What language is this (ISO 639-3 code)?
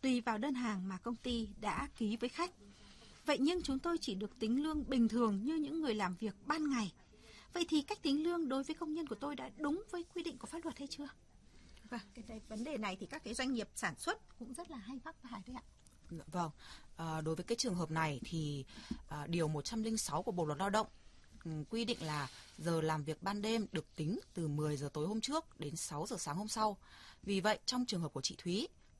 vie